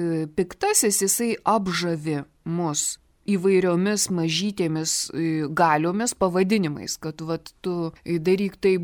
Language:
Lithuanian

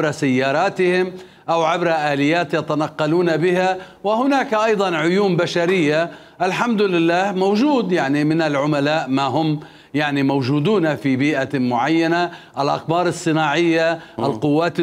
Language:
Mesopotamian Arabic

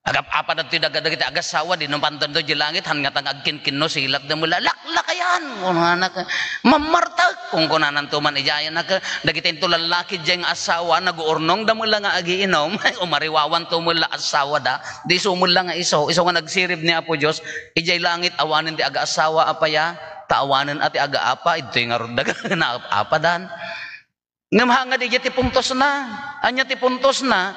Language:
Iloko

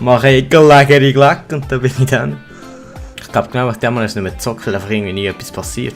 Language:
Swiss German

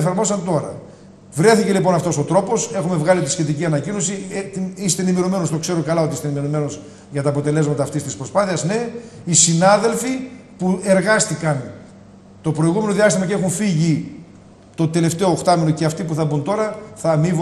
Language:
Greek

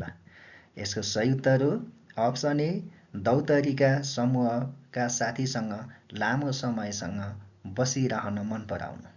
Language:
Nepali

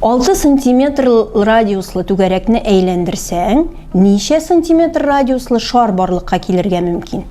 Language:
Tatar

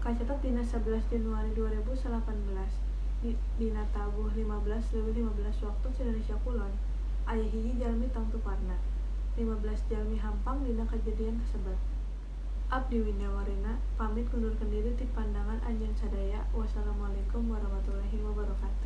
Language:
Sundanese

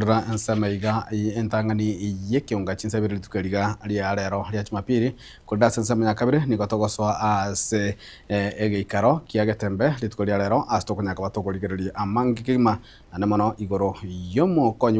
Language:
Gusii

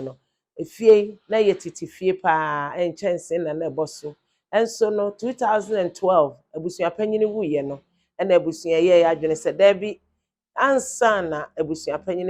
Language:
Akan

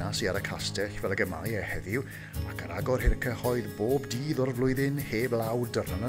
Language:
Welsh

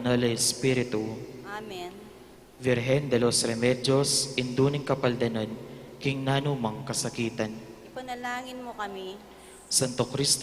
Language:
Pampanga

